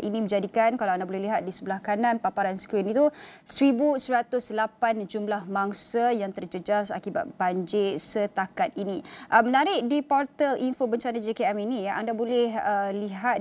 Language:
Malay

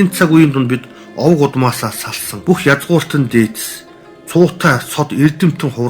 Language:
Mongolian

